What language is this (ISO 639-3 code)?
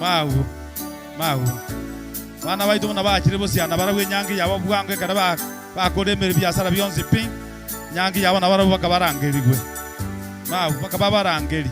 guz